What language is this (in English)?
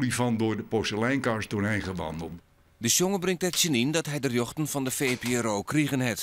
Western Frisian